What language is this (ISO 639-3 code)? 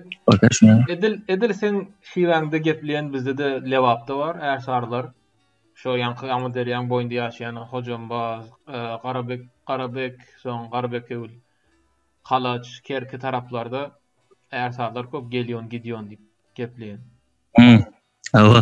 tuk